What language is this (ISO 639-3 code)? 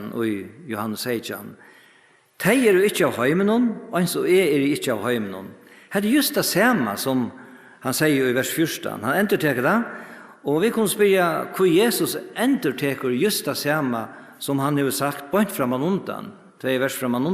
fao